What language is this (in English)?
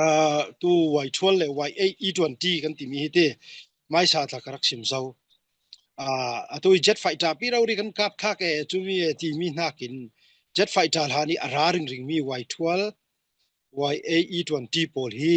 Falam Chin